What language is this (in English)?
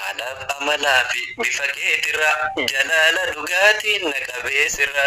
Oromo